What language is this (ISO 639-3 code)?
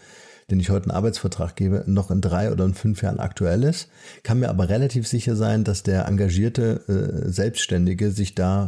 deu